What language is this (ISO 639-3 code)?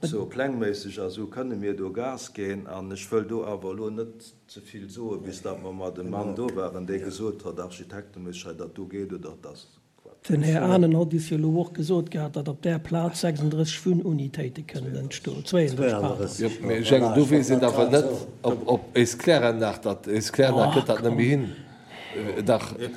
ltz